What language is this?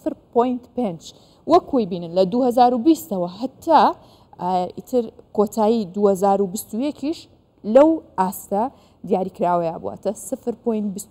Central Kurdish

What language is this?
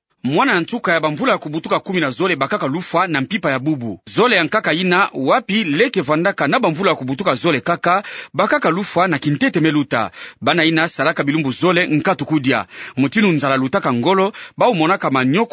Kituba (Democratic Republic of Congo)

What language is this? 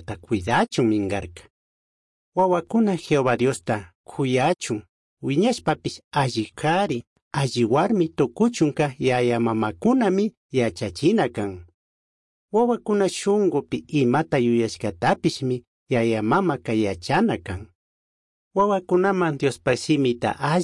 Chimborazo Highland Quichua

